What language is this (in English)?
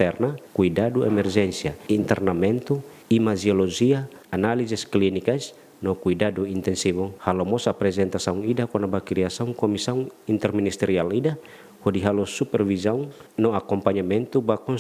Tetum